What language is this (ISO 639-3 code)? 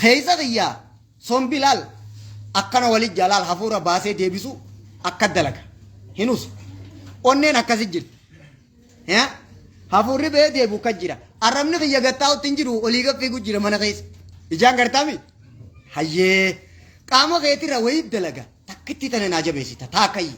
orm